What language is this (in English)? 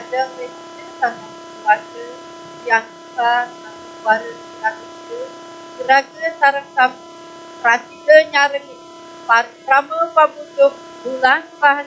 Balinese